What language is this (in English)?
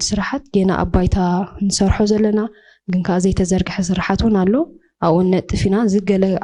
Tigrinya